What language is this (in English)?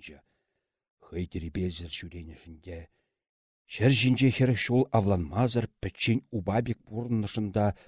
Chuvash